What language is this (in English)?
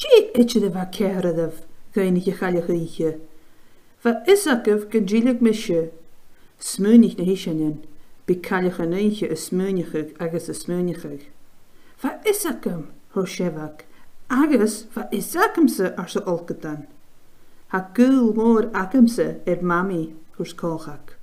Scottish Gaelic